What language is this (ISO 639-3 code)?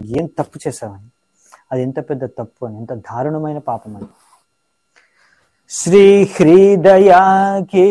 tel